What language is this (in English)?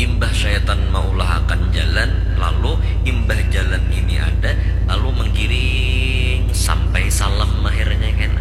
Banjar